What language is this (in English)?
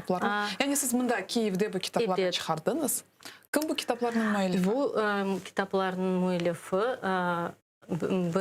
Crimean Tatar